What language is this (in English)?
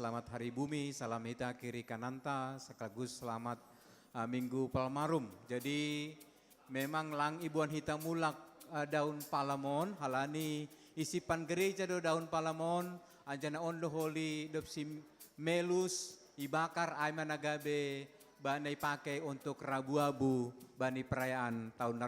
Batak Simalungun